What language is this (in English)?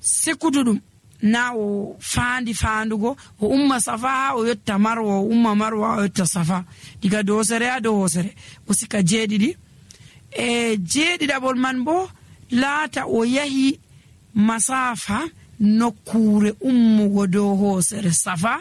Nigerian Fulfulde